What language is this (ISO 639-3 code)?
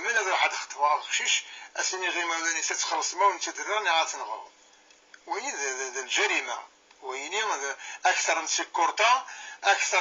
kab